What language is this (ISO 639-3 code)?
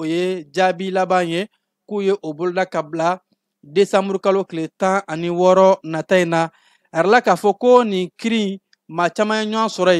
bam